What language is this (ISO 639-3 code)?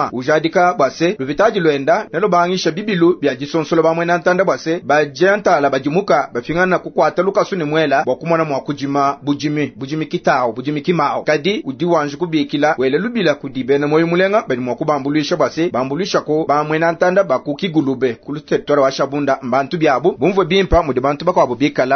lua